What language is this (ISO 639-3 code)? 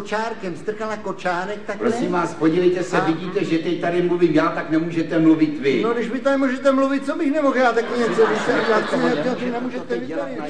ces